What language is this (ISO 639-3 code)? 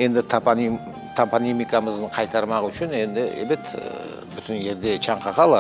crh